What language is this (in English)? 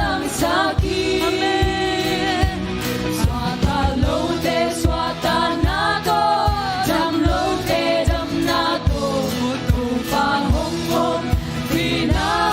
Tedim Chin